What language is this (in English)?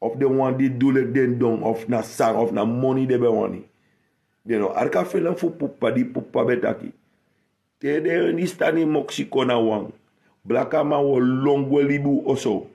Sranan Tongo